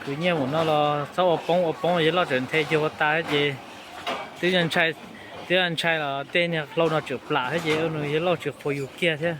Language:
Hmong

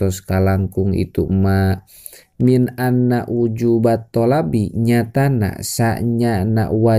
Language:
Sundanese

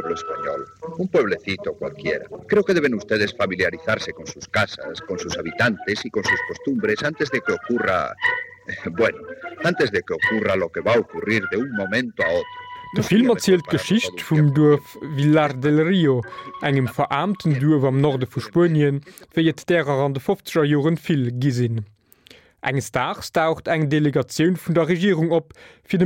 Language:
Luxembourgish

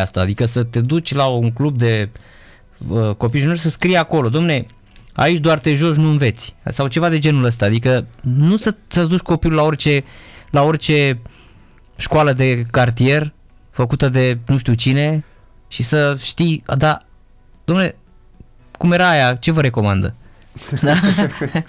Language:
Romanian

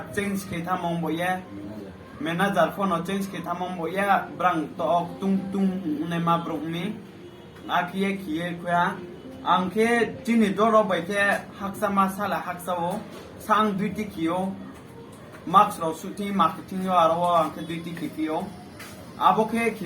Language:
Riang (India)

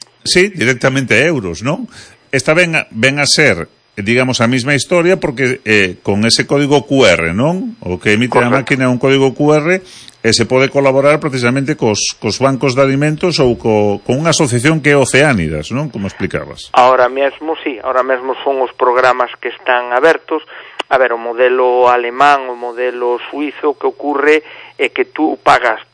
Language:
Galician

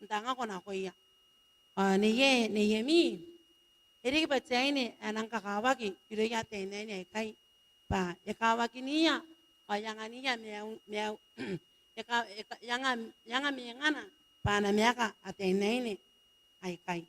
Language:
Gilbertese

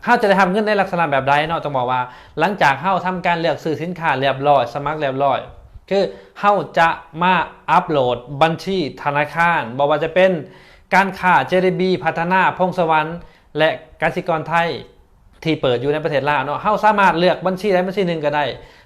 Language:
Lao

